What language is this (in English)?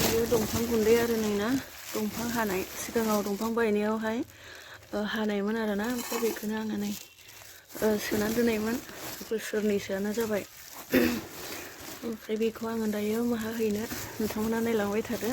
Bodo